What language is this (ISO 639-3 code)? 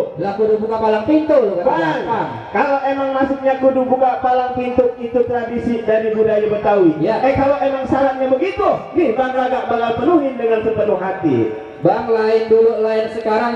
bew